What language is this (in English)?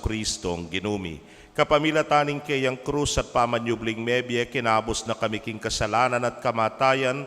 Pampanga